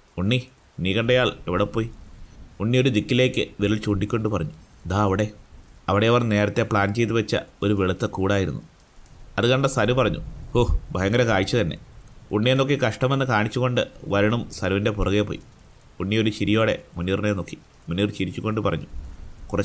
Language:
Malayalam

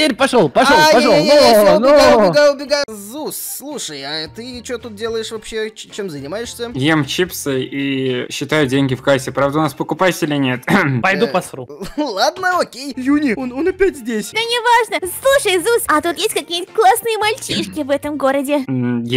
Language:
Russian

